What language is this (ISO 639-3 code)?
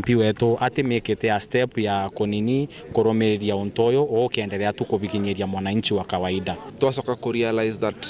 mer